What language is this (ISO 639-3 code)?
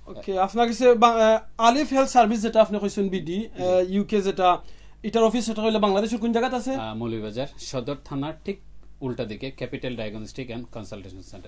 syl